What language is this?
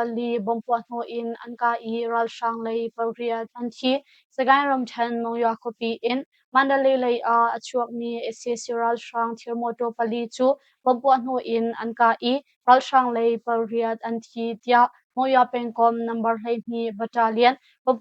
Hakha Chin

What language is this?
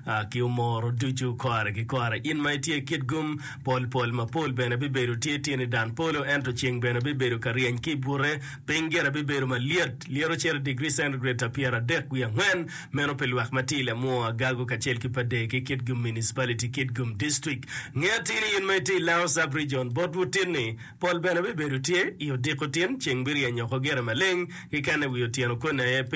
Acoli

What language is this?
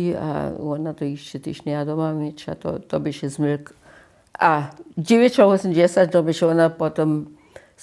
Upper Sorbian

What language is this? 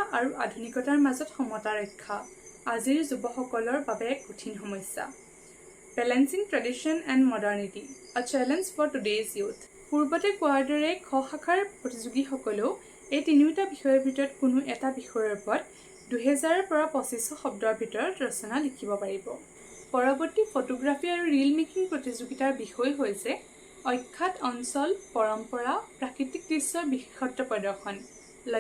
Assamese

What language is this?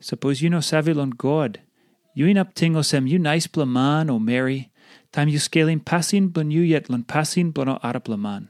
Tok Pisin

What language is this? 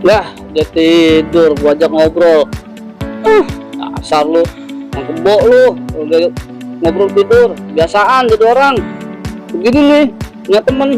Betawi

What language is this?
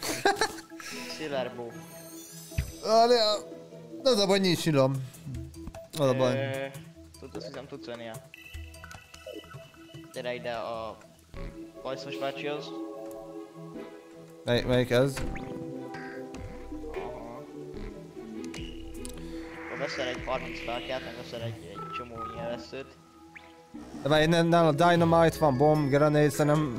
Hungarian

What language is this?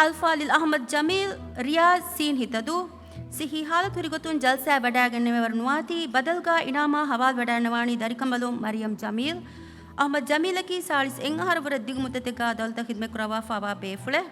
Divehi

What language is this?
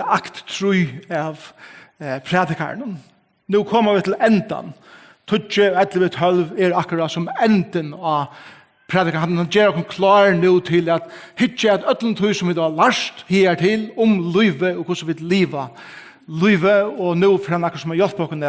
Faroese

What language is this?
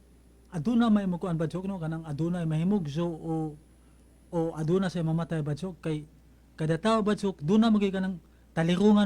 Cebuano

